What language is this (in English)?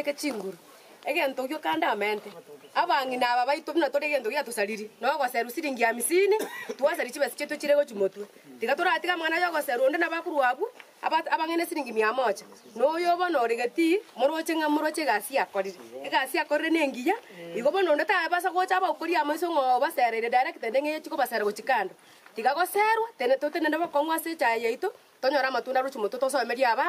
Gusii